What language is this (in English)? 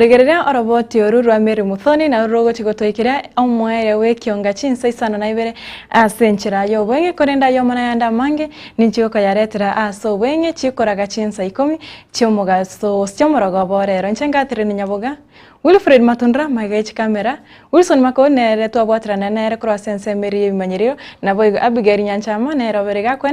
Gusii